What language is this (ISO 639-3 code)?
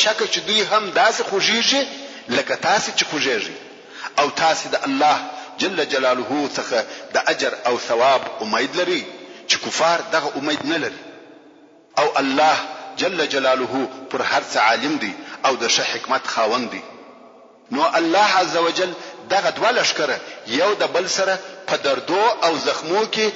pus